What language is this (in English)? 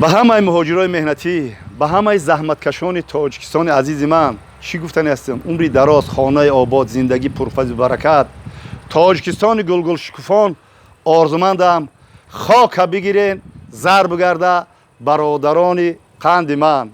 Tajik